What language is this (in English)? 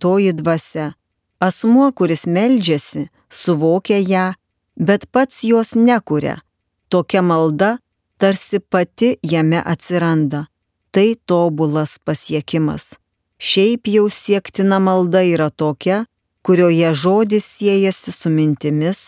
Lithuanian